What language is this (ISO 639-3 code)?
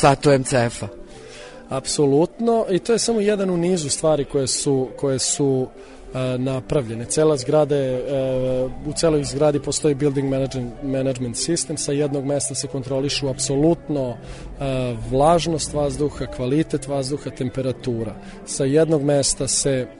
srp